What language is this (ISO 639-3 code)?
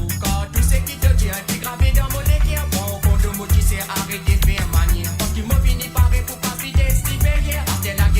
mfe